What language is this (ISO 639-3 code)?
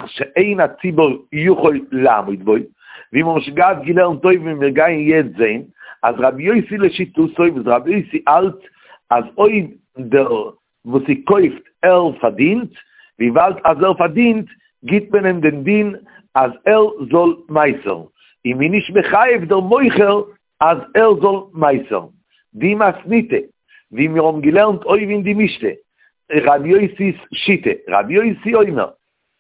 yid